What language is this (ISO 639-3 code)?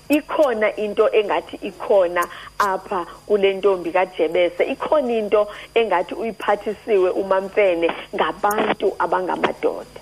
xho